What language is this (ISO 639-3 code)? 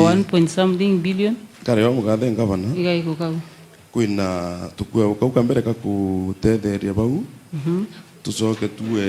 mer